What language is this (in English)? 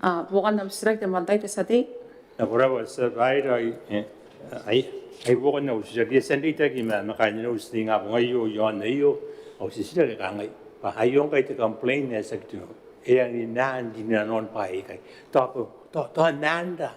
Gilbertese